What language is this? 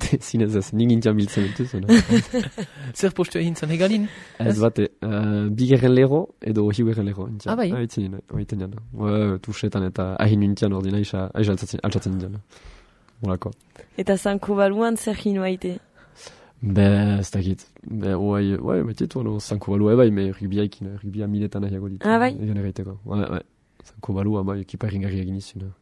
Basque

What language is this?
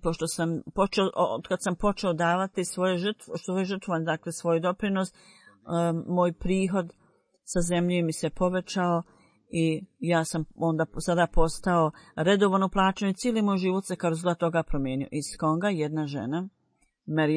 Bosnian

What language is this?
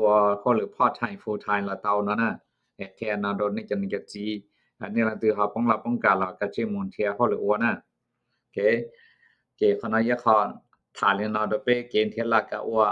Hmong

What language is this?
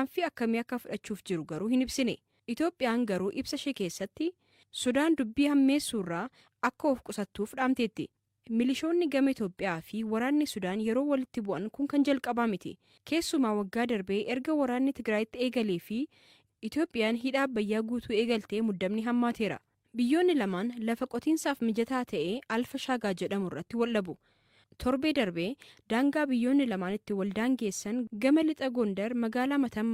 Oromo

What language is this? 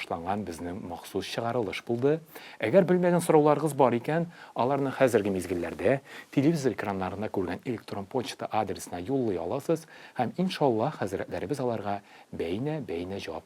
Tatar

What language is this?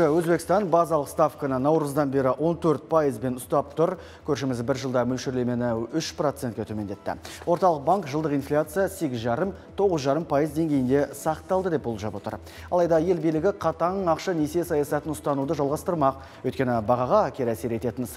Kazakh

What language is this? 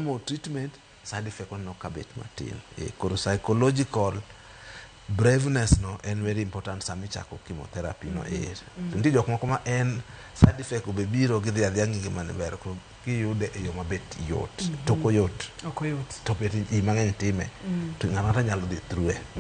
Luo (Kenya and Tanzania)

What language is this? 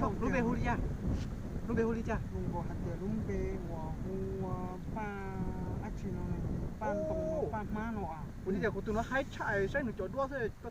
Hmong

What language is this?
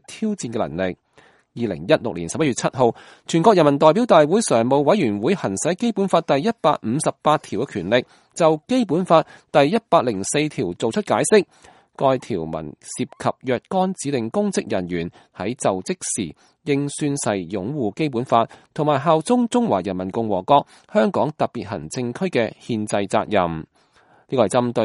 Cantonese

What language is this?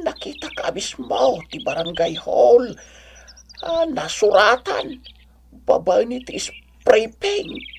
Iloko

